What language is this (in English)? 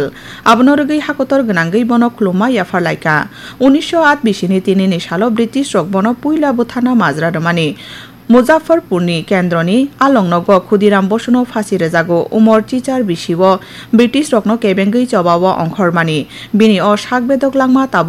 Kok Borok